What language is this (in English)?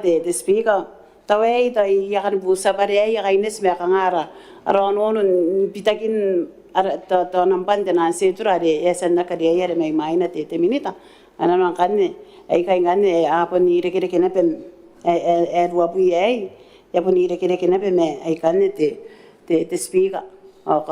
Gilbertese